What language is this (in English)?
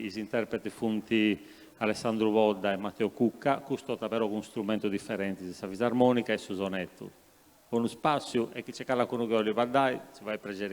Sardinian